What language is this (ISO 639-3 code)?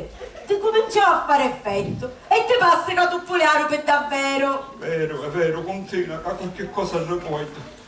scn